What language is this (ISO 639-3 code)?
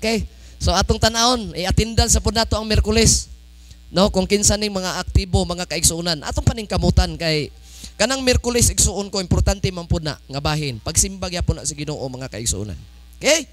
ceb